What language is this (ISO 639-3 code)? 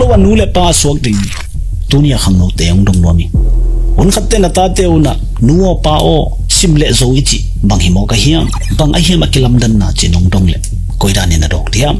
ctd